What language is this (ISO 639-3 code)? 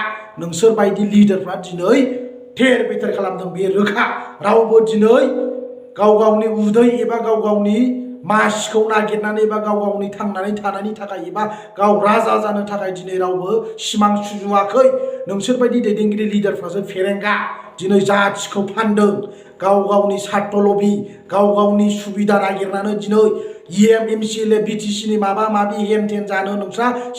brx